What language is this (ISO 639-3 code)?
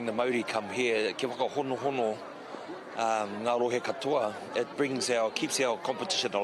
mri